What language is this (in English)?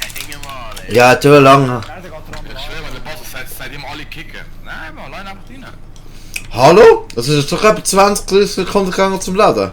Swiss German